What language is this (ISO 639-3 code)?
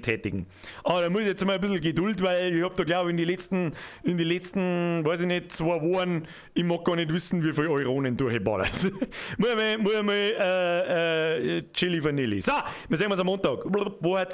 bar